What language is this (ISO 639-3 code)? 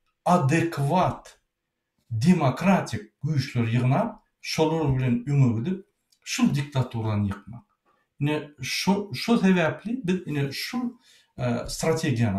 tuk